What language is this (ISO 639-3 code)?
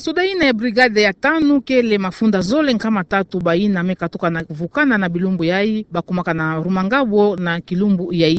ktu